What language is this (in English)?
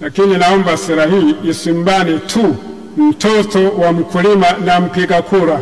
Swahili